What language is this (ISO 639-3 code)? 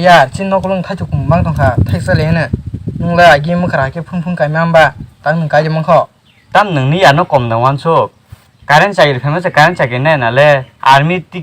trp